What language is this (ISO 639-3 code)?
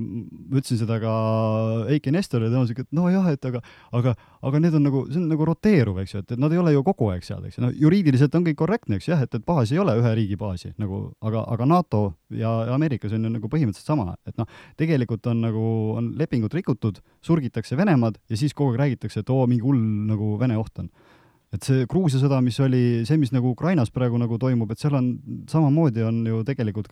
est